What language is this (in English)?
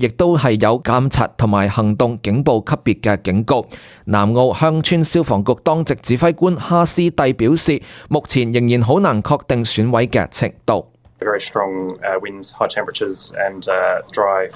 Cantonese